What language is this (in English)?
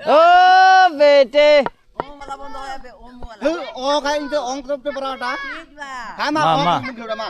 Santali